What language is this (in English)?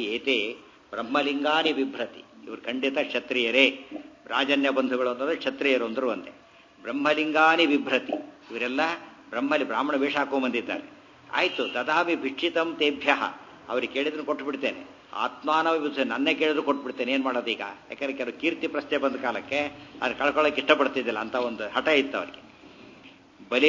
Kannada